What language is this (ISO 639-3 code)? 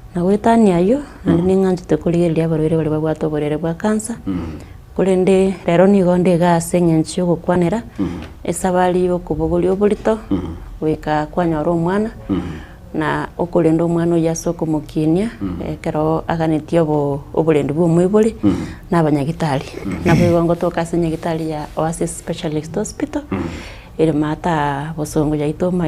guz